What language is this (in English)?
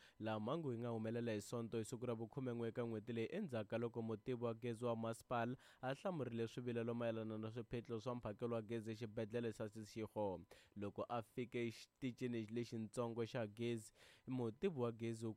Tsonga